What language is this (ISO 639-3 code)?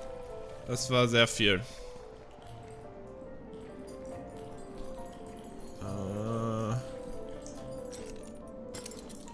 deu